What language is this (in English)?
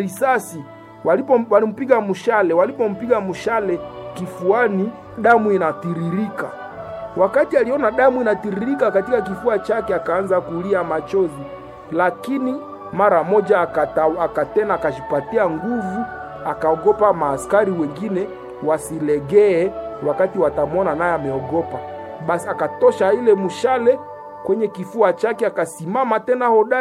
Swahili